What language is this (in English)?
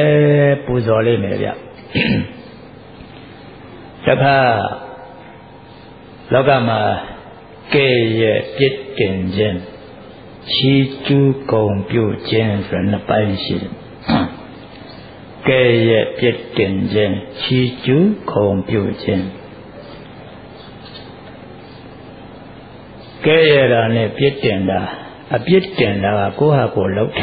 Burmese